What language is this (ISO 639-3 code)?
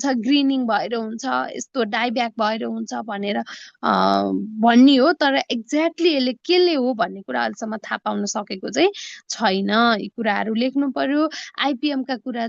nep